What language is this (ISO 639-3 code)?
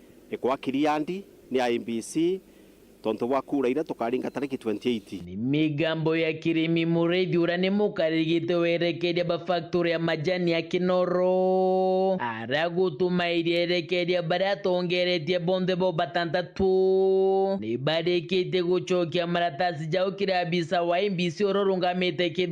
mer